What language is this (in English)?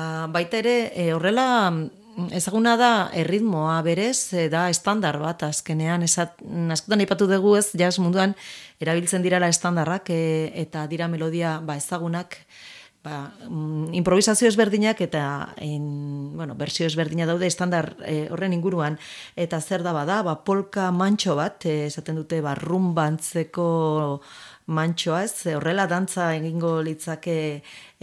Basque